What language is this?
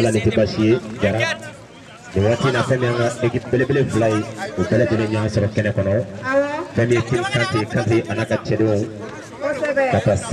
Bambara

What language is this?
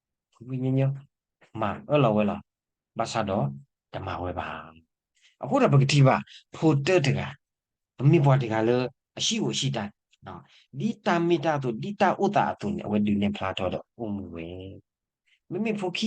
S'gaw Karen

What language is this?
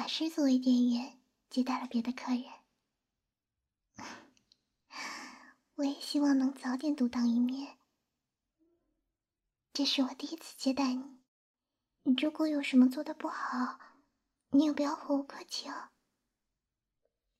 Chinese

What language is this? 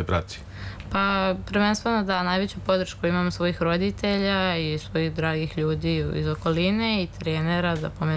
Serbian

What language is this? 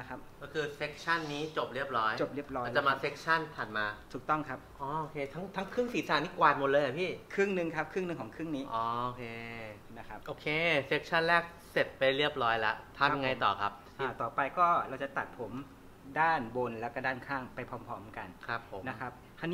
Thai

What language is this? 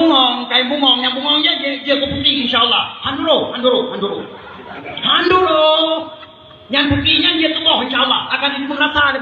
Achinese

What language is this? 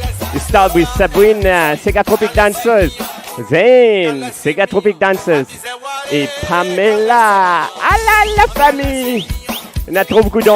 Morisyen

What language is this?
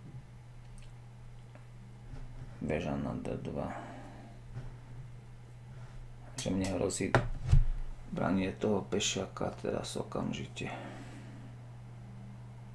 Slovak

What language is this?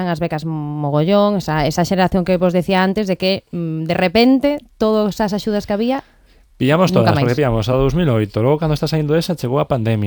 Galician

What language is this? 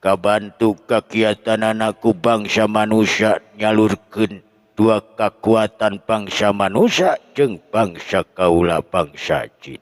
Sundanese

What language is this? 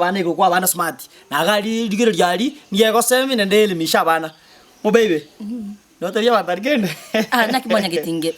Gusii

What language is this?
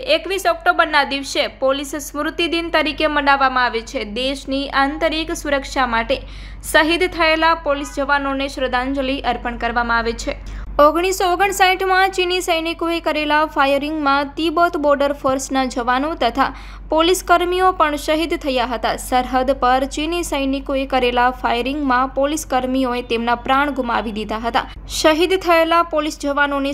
Gujarati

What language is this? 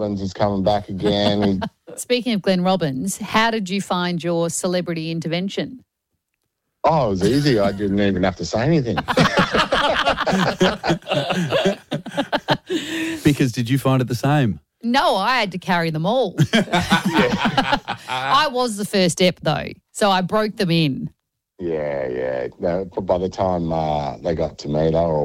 English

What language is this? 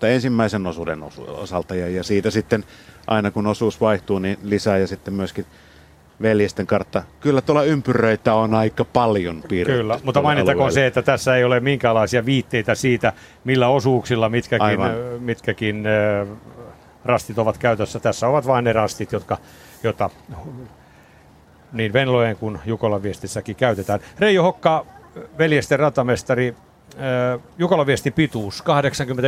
Finnish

